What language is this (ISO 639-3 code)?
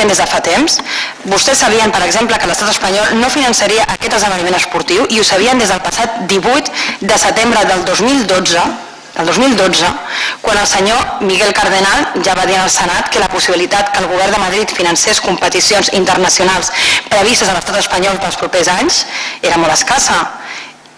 cat